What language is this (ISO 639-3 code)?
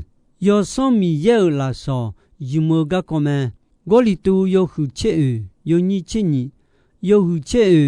ahk